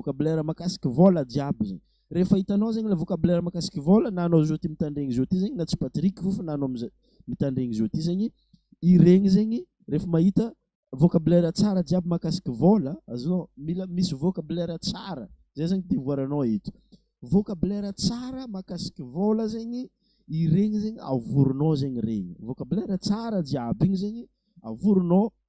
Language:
Malagasy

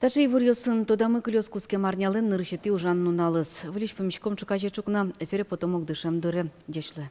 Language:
Udmurt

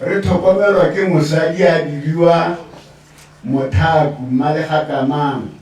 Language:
Tswana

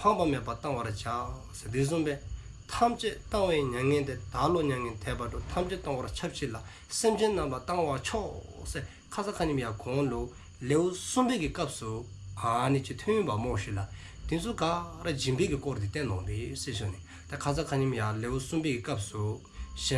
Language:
Dzongkha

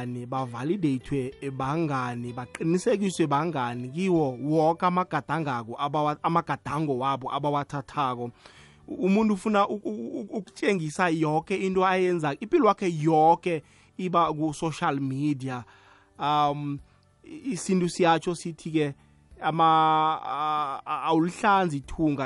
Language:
South Ndebele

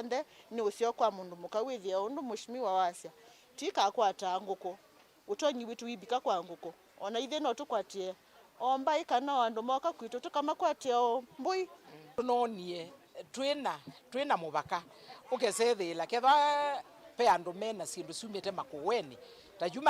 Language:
Kamba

